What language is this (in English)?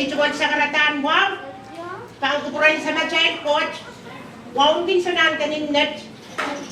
Pohnpeian